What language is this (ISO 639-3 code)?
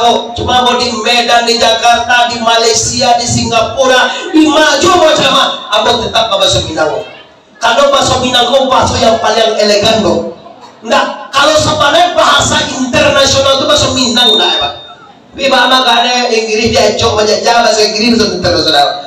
min